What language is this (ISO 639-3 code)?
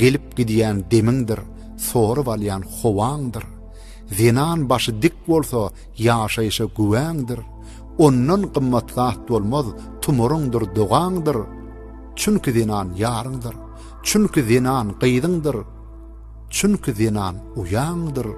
tuk